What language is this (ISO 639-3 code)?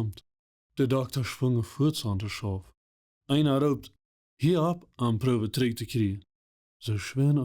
pdt